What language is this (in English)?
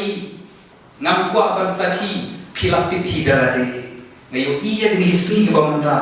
Khasi